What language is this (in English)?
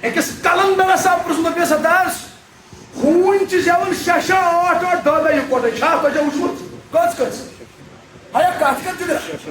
Kashmiri